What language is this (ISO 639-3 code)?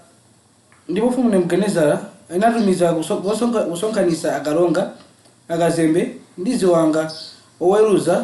nya